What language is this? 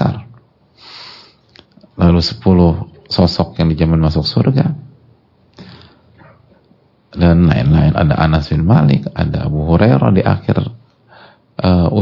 Indonesian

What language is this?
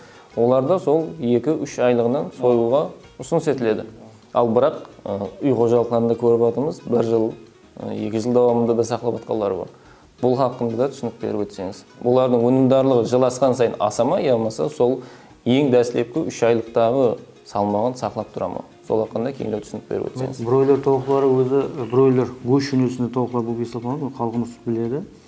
Kara-Kalpak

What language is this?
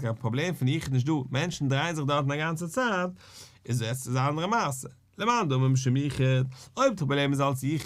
Yiddish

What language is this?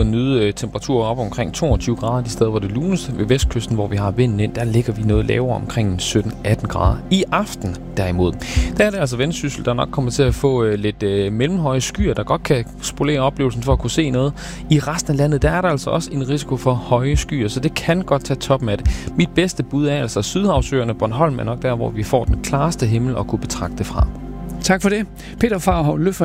Danish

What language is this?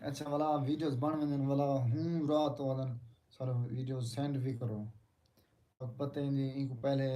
Saraiki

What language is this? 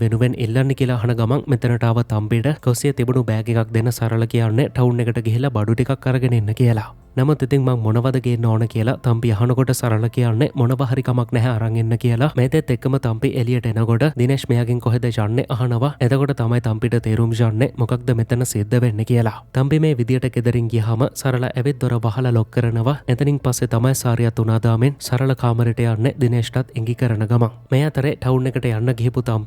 Sinhala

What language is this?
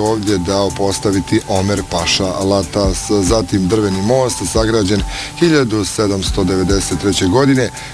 Bosnian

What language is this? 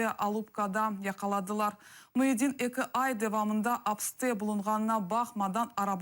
Crimean Tatar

